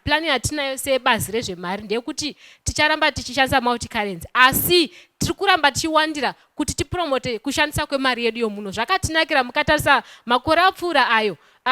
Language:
Shona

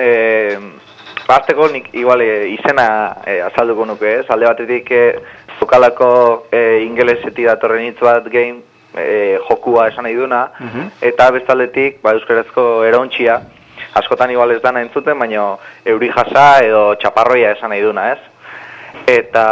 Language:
Basque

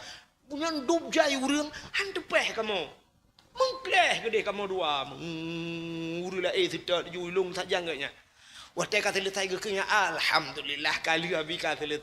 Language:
Achinese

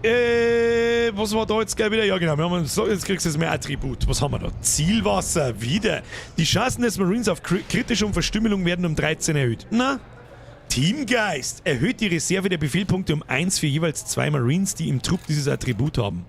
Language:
Bavarian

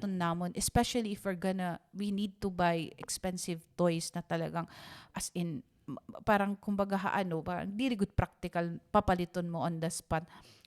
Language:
Waray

